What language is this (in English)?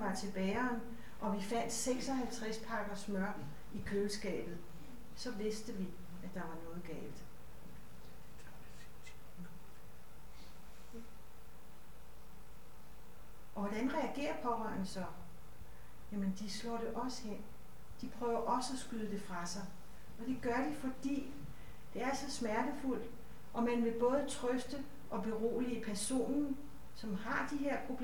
Danish